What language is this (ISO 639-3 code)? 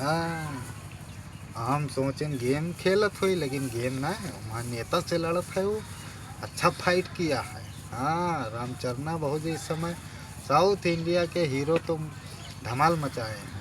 awa